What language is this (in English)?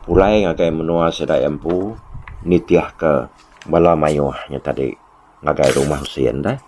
Iban